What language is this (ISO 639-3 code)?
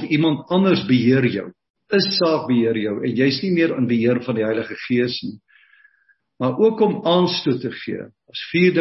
afr